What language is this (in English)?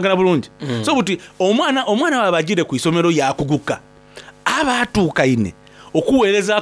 Soga